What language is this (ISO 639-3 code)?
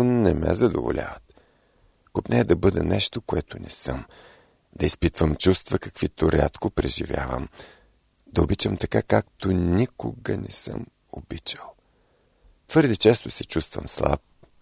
bul